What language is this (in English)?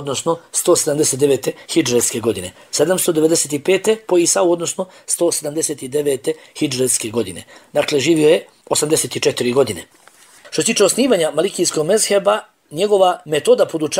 Bosnian